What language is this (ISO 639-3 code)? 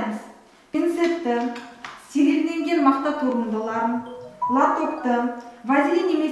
kaz